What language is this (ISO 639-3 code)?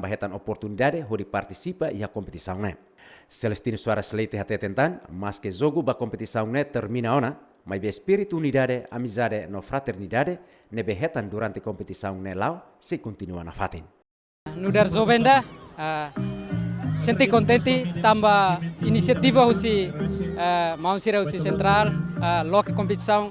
tet